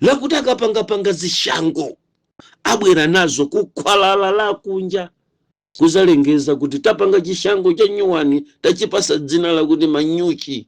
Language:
Nyanja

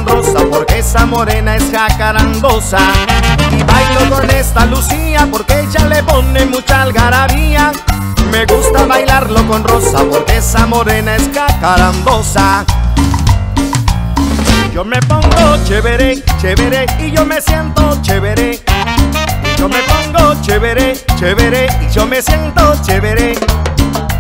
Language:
Spanish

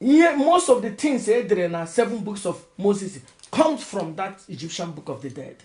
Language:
Igbo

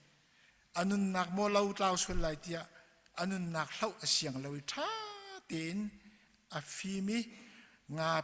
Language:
Hakha Chin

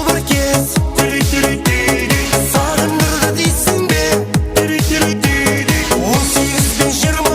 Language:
Kara-Kalpak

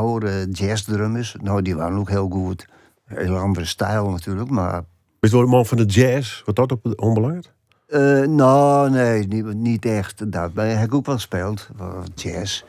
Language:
Western Frisian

